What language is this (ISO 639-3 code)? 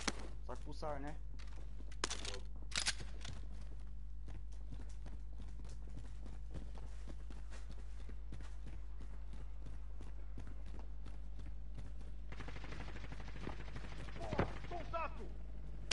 por